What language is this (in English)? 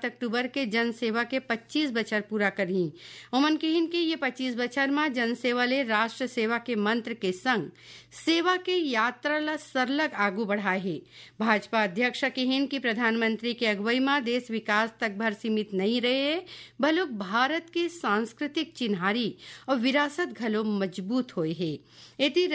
Chhattisgarhi